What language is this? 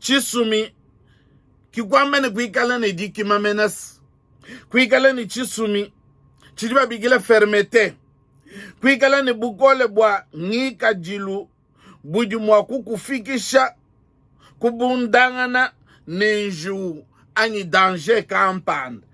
Luba-Lulua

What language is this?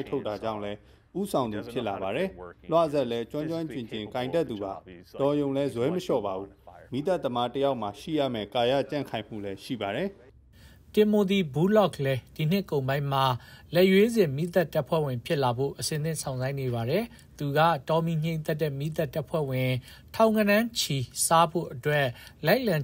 Burmese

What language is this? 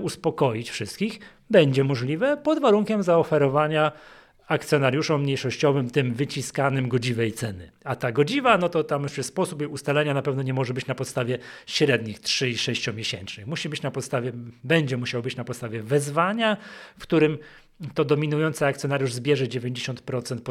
Polish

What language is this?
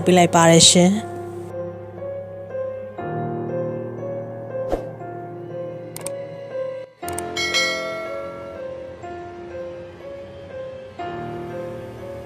Burmese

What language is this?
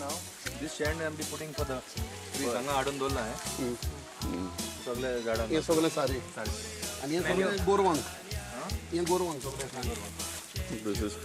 Konkani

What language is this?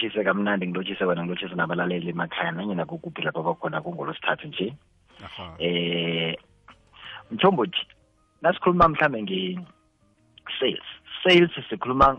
South Ndebele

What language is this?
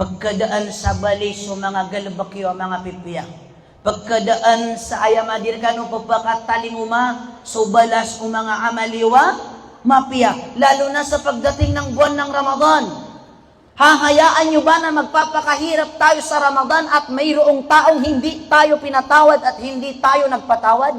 Maranao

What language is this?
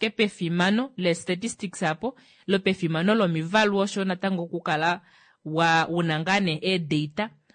Kuanyama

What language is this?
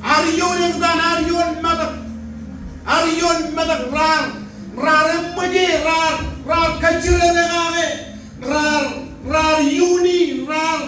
Marshallese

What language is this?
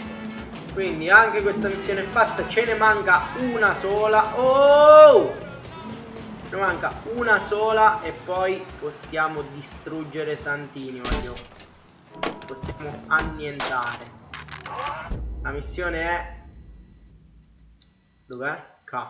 Italian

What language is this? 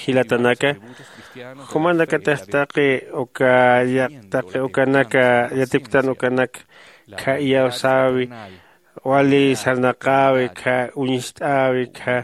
Aymara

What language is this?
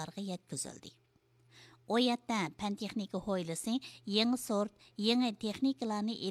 Uyghur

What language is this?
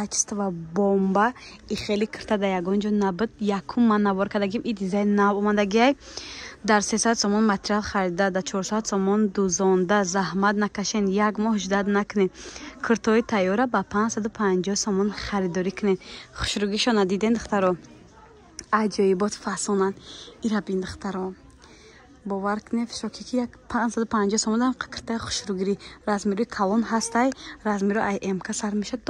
Tajik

